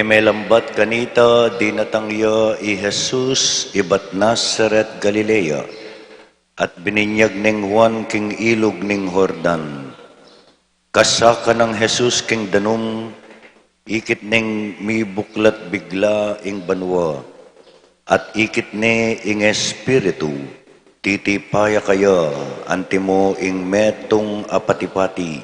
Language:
Pampanga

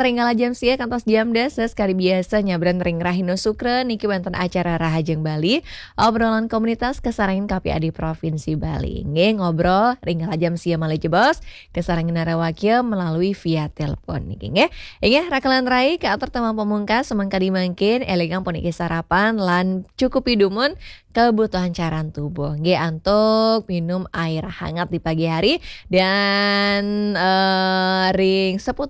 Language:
Balinese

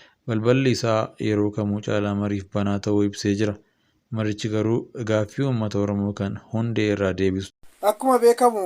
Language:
Oromo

